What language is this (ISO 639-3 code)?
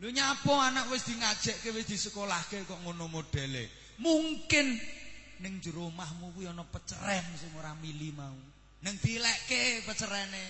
jav